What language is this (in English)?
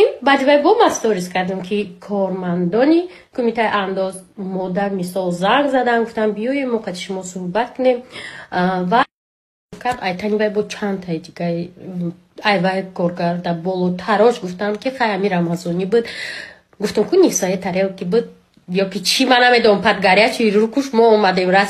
Tajik